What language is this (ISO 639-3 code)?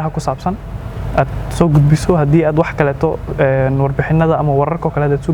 som